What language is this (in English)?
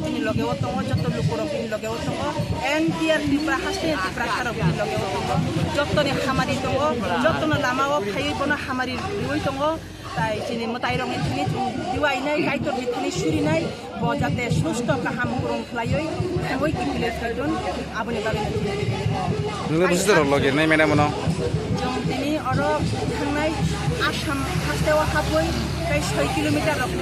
Kok Borok